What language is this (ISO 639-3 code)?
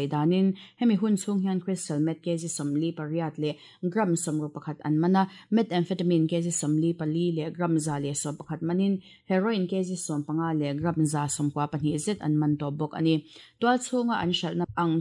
lus